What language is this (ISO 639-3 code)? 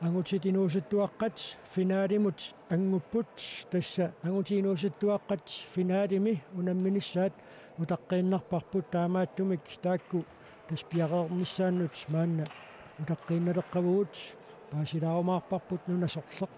kal